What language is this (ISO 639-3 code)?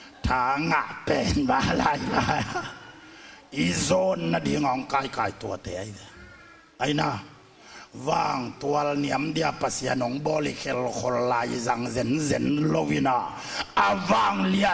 ctd